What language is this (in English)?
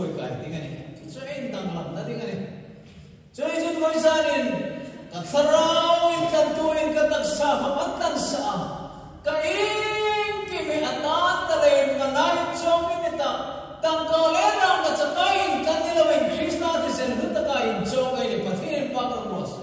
Hmar